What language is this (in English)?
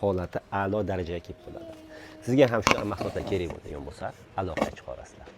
Uzbek